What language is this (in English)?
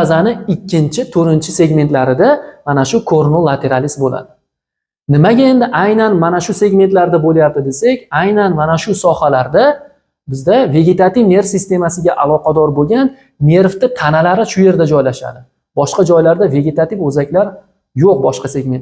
Uzbek